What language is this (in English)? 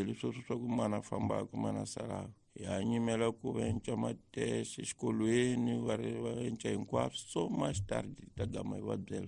Tsonga